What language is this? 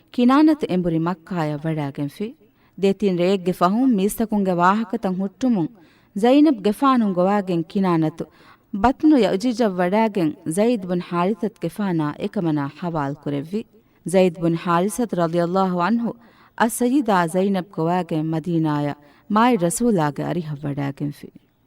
Divehi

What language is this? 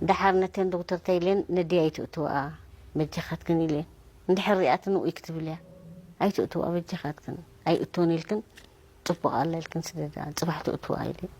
Tigrinya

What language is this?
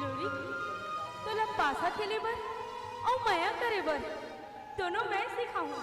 Chhattisgarhi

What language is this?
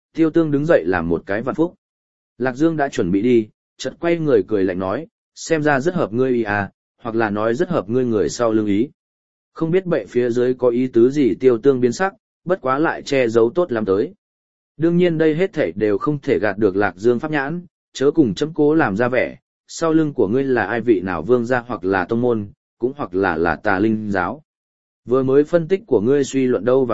Vietnamese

